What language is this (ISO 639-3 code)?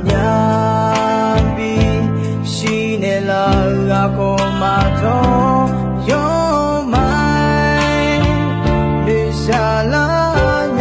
ahk